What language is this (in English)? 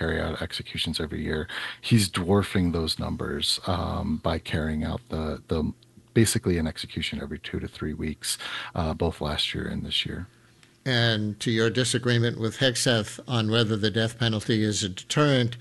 English